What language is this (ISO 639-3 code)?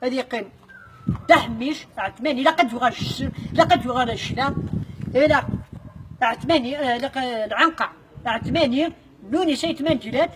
kab